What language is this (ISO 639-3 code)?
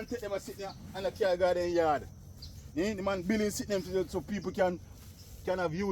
jam